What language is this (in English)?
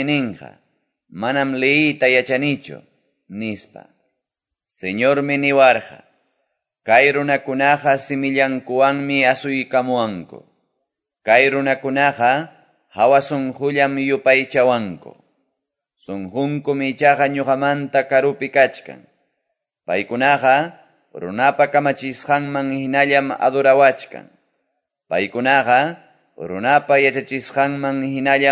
Quechua